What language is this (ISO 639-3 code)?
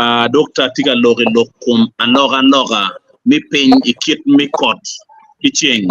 ach